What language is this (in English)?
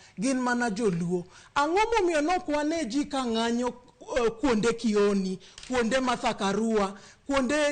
Luo (Kenya and Tanzania)